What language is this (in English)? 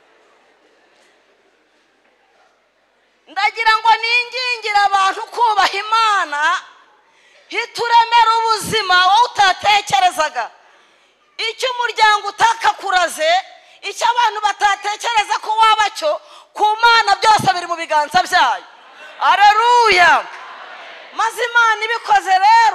Kinyarwanda